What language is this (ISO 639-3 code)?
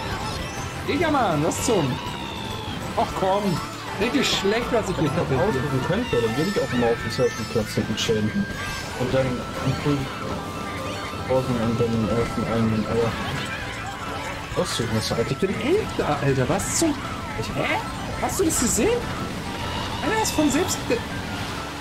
deu